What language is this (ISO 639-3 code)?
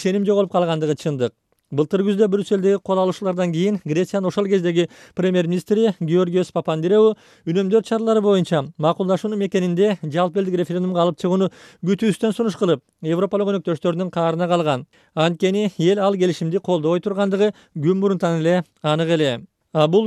kir